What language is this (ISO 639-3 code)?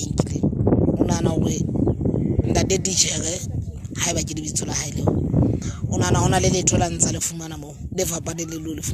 sot